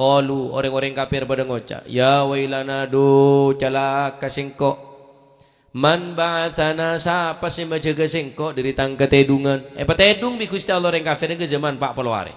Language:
Madurese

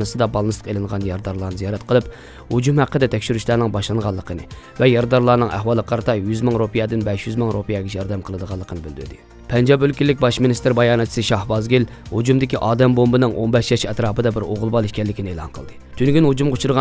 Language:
Uyghur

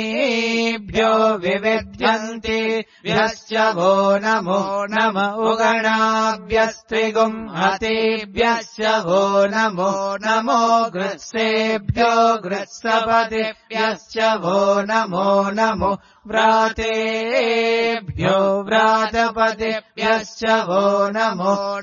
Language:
Sanskrit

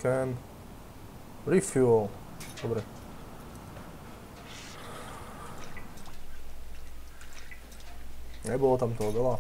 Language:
Slovak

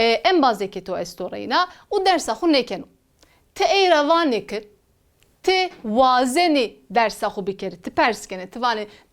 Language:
Zaza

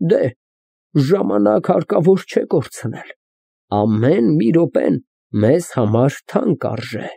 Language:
Armenian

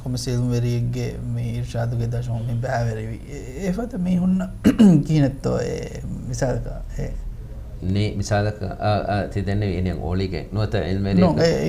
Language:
Divehi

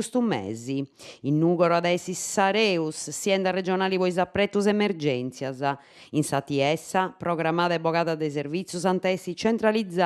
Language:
Sardinian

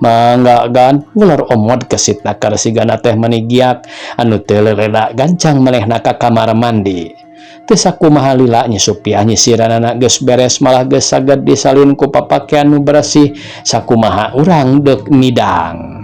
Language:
Sundanese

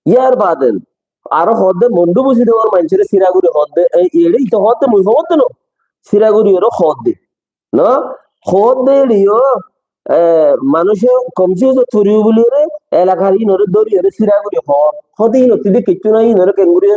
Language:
Rohingya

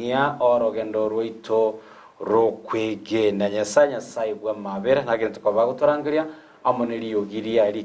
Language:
Gusii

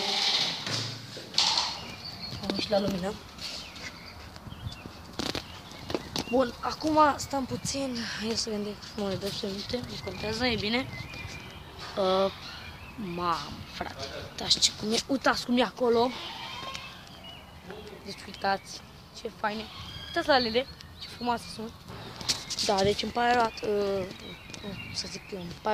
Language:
Romanian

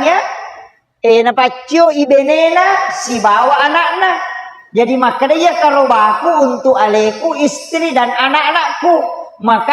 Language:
Buginese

